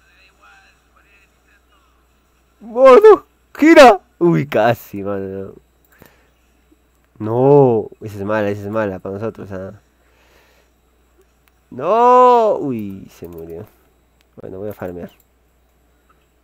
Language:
Spanish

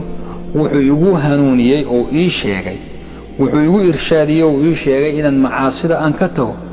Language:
Somali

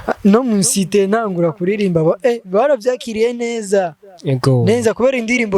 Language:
Rundi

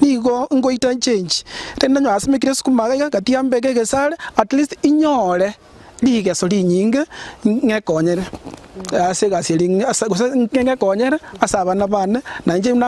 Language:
Gusii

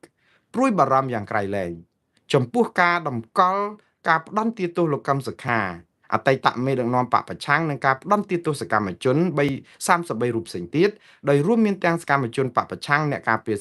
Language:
Khmer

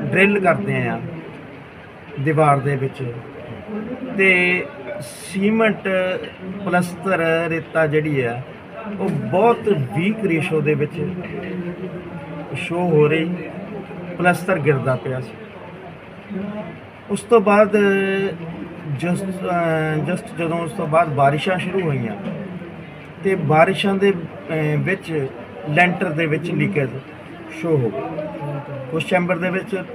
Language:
Punjabi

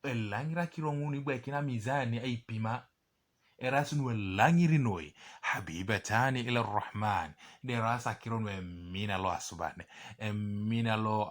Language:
Teso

